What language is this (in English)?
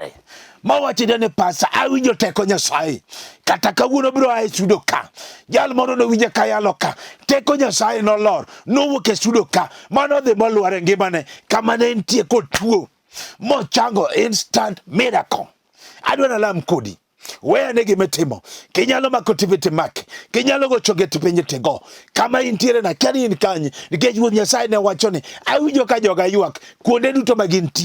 Luo (Kenya and Tanzania)